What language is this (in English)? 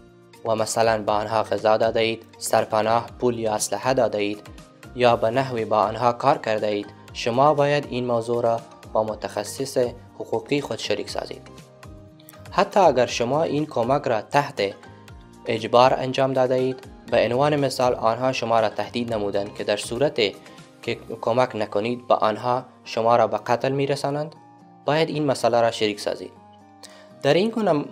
Persian